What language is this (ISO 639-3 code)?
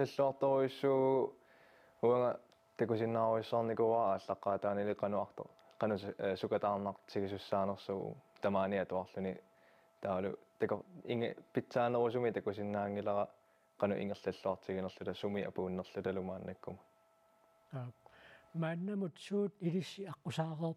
kal